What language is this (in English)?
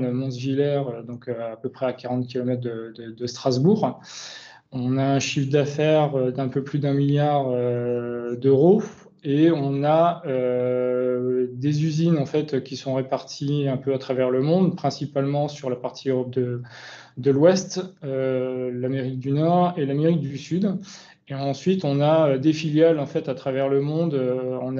French